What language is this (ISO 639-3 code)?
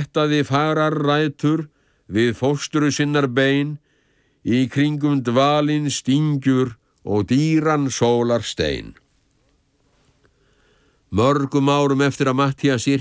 isl